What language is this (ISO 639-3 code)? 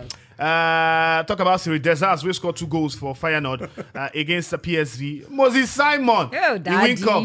pcm